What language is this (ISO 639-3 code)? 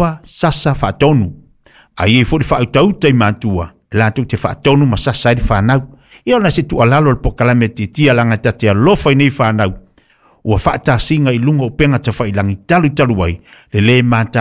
smo